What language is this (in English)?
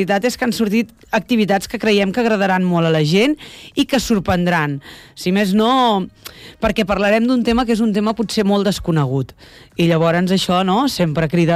Catalan